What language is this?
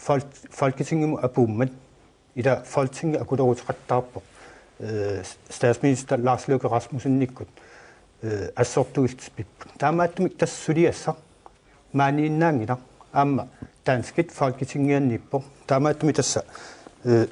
Kalaallisut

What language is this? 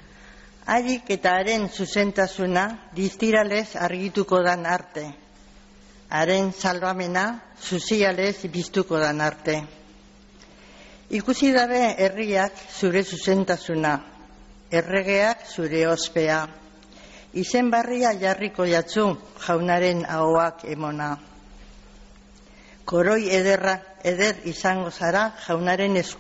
Basque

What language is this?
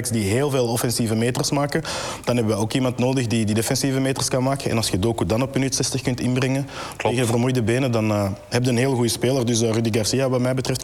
Dutch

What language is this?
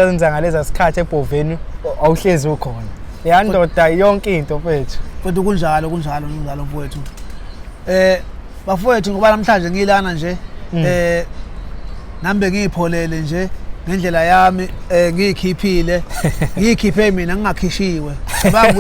Zulu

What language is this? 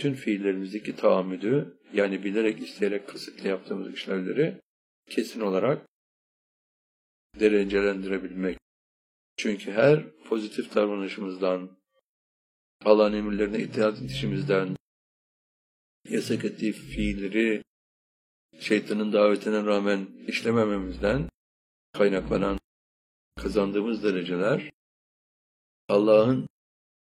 Turkish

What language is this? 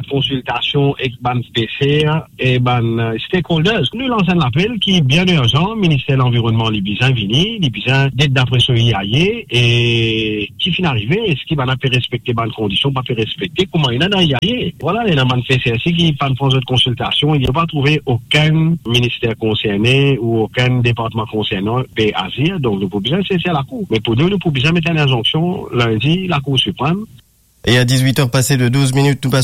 Morisyen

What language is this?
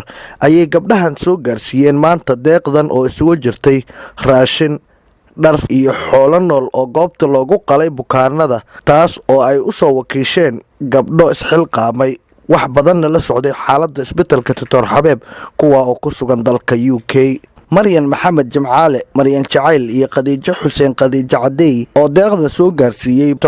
Somali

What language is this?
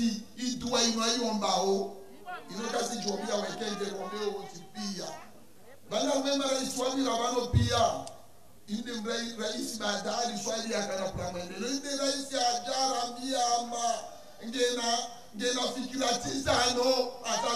Ngazidja Comorian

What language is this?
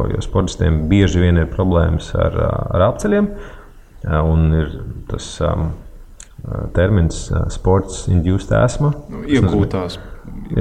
Latvian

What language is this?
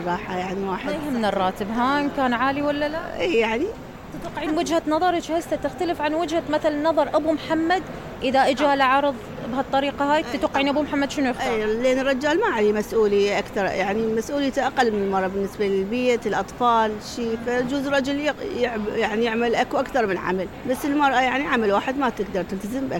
Mesopotamian Arabic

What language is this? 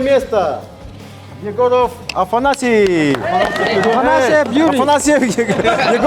Yakut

